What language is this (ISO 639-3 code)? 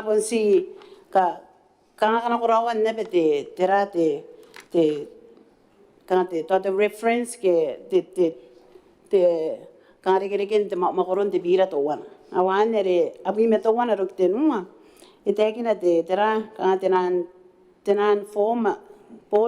gil